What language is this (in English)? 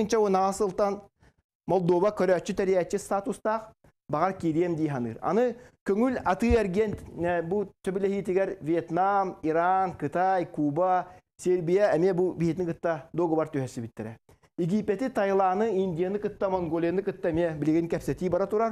Yakut